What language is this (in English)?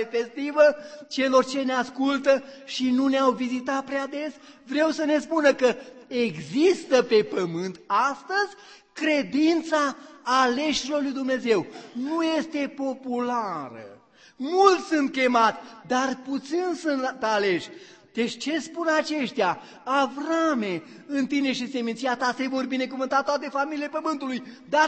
Romanian